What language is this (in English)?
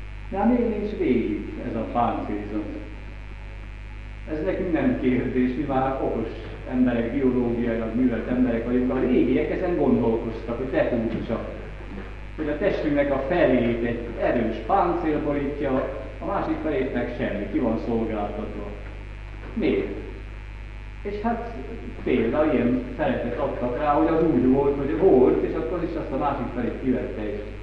Hungarian